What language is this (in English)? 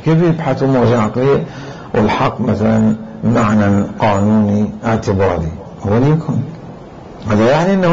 Mesopotamian Arabic